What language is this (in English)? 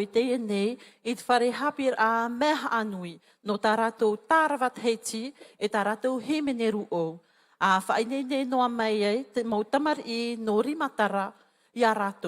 Tahitian